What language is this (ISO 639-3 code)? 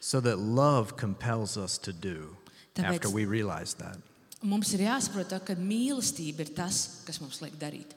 lav